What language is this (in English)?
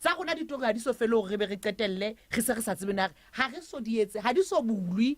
Southern Sotho